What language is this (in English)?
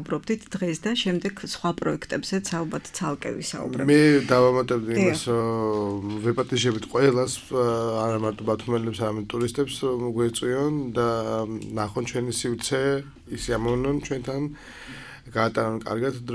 Georgian